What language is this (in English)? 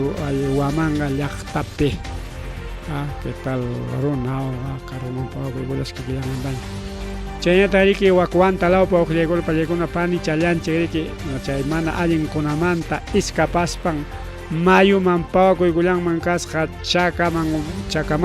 Ayacucho Quechua